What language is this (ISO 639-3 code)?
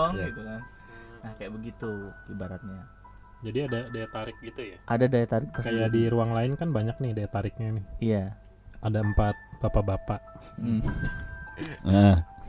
ind